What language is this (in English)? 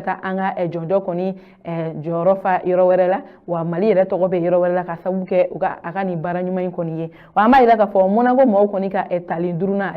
Bambara